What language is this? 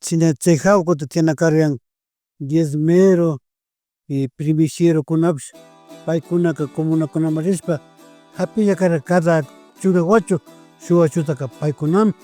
Imbabura Highland Quichua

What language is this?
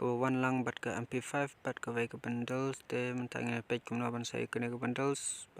Khasi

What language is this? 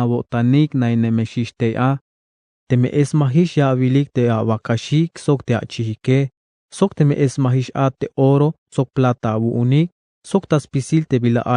Tzeltal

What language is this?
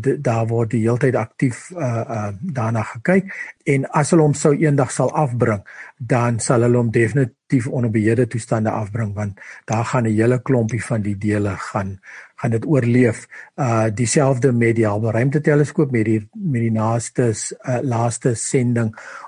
Afrikaans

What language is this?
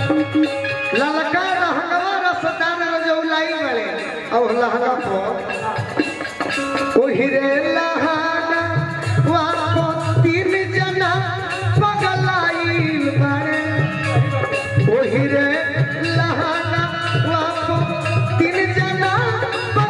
Bhojpuri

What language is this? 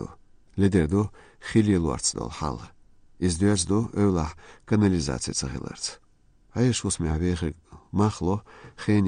Chechen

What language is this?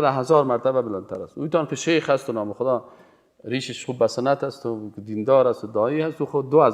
Persian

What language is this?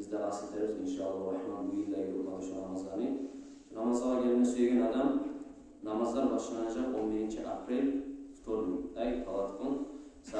Kumyk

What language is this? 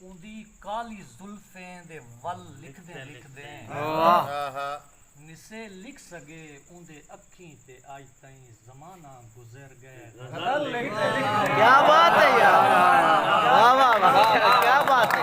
Saraiki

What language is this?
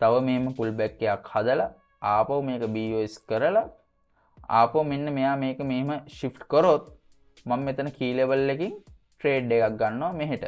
Sinhala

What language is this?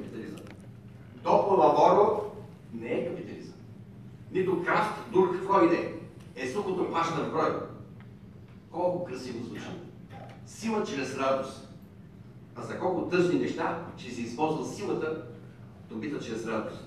Bulgarian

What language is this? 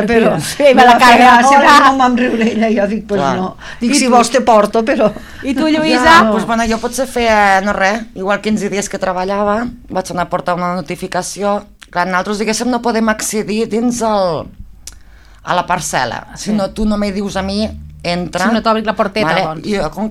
Catalan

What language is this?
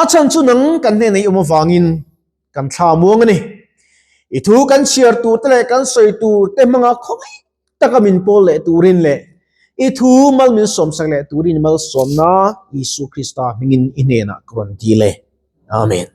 Mizo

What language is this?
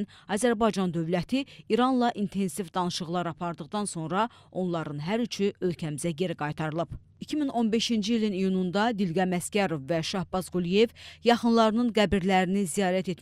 Azerbaijani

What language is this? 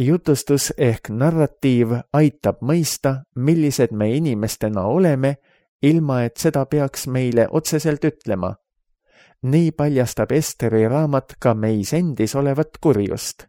Estonian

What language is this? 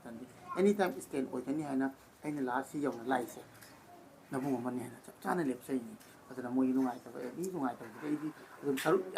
Manipuri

